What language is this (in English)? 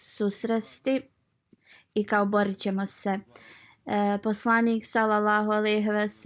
Bosnian